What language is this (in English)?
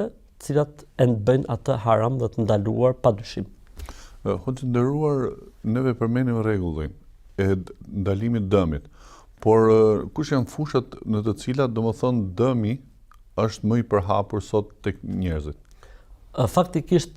Albanian